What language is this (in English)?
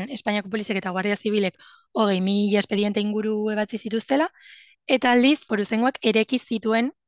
Basque